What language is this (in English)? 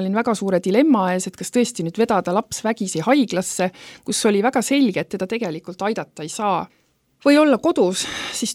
Estonian